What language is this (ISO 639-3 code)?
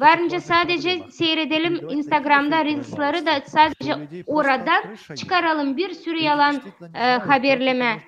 gag